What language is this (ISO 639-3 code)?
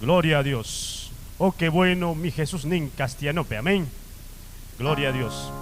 quy